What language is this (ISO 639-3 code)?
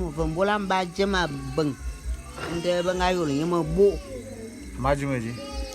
bum